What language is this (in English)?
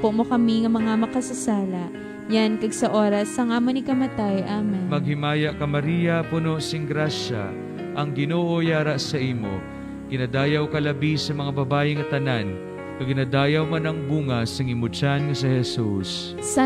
Hiligaynon